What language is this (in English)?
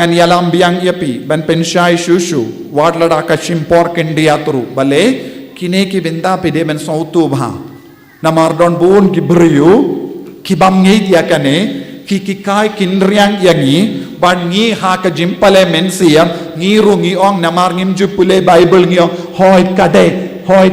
Khasi